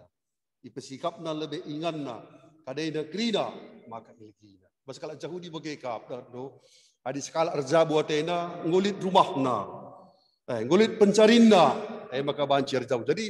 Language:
Batak Karo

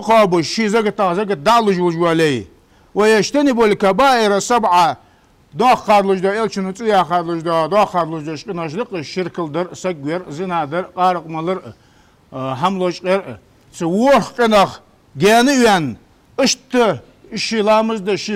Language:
Ingush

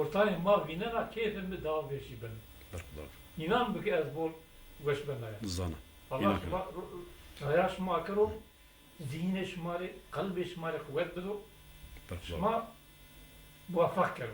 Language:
Zaza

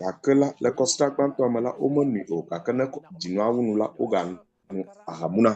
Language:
Ewe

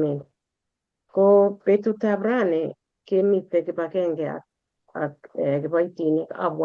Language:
Kalenjin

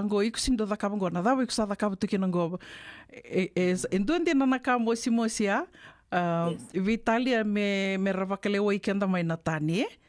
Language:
Fijian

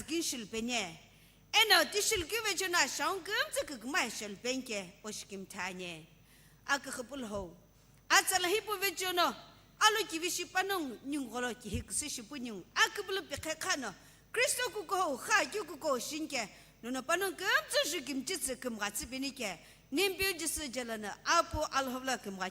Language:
Sumi Naga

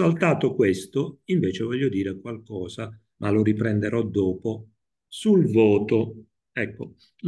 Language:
Italian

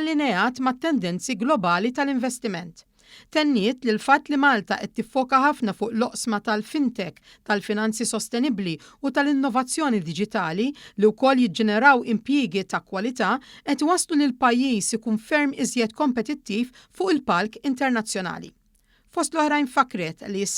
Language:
Maltese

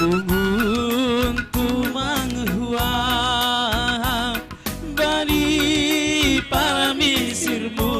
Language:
Batak Simalungun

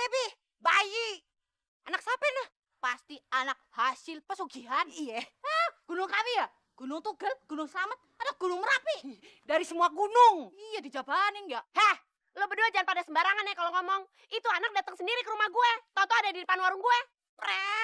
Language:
Betawi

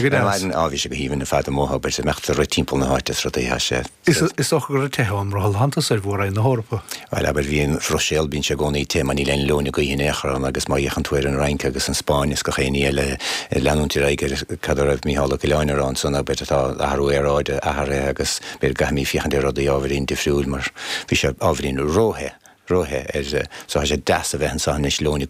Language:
Irish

